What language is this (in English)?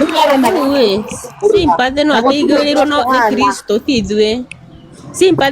Kikuyu